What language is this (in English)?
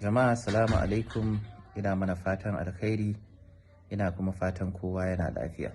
Hausa